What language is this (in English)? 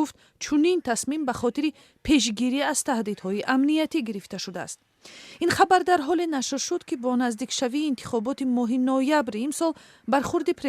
Tajik